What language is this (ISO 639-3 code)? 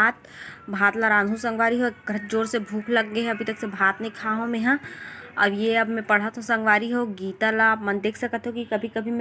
hne